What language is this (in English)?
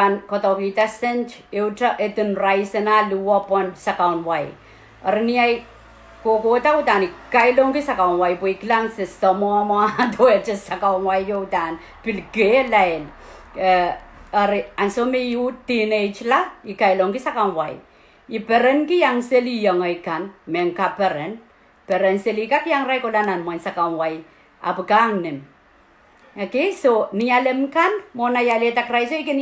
Pohnpeian